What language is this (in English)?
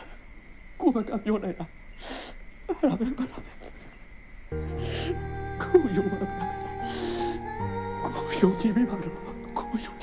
Burmese